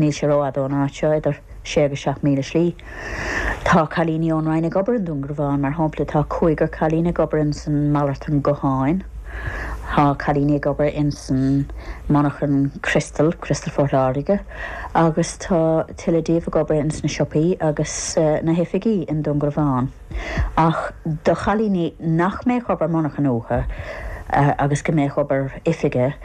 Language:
Irish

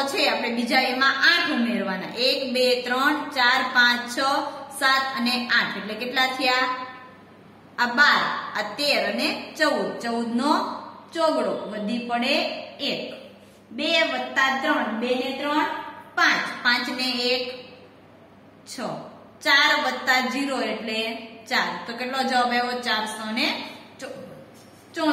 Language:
Gujarati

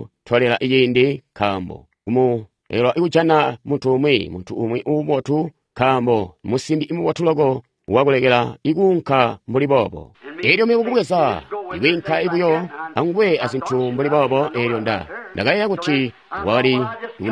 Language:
Tonga (Zambia)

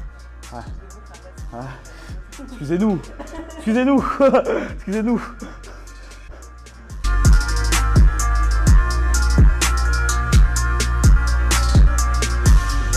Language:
French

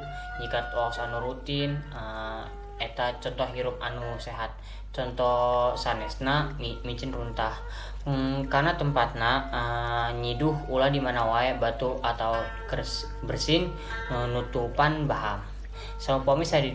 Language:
Sundanese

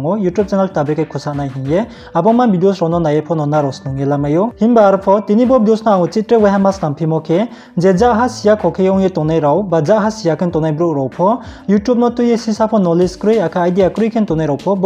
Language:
Riang (India)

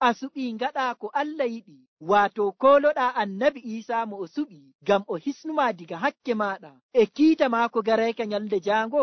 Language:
Nigerian Fulfulde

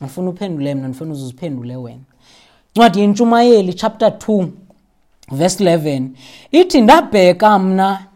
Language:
Xhosa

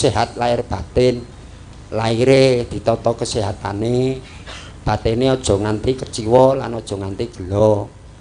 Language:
Javanese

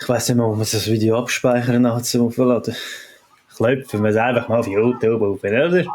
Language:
Swiss German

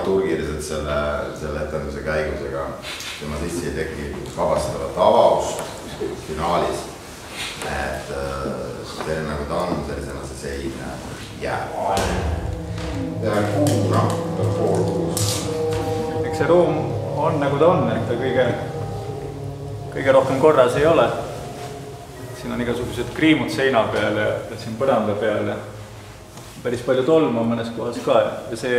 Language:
Estonian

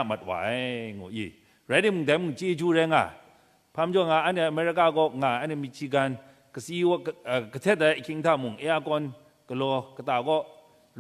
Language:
Kachin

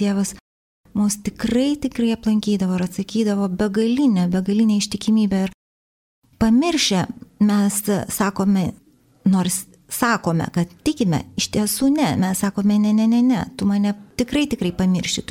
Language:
Lithuanian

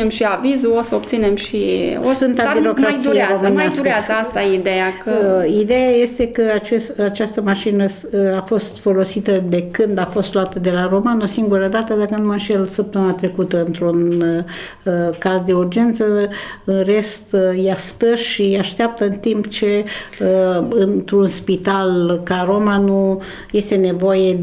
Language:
Romanian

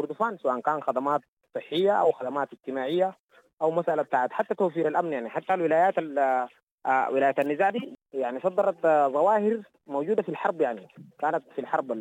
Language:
Sudanese Arabic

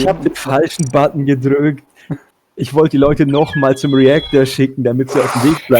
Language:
Swiss German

